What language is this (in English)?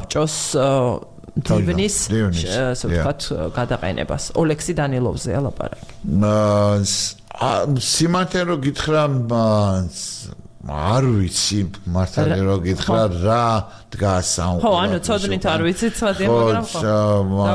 Georgian